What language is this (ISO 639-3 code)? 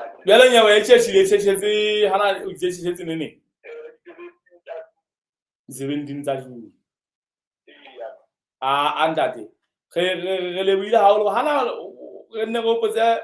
sot